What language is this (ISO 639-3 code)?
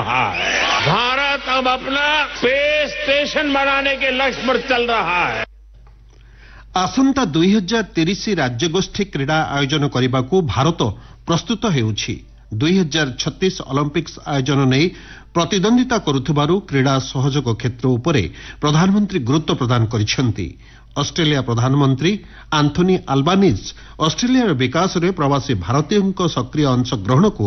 ori